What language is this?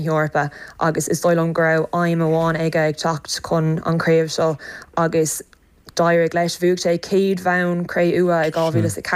Irish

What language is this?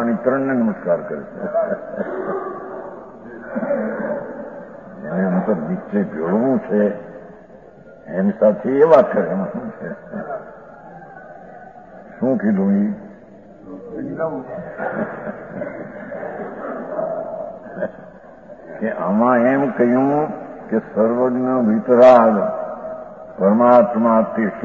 Gujarati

